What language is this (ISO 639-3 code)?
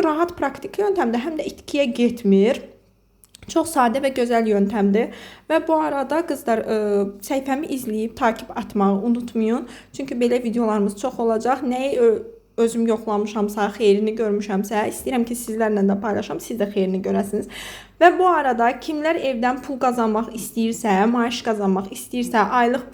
aze